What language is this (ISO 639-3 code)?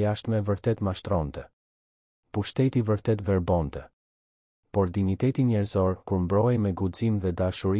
sqi